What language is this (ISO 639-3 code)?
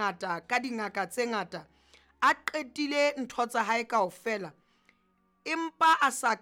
sot